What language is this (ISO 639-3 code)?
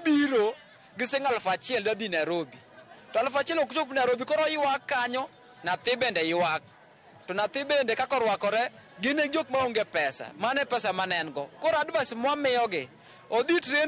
luo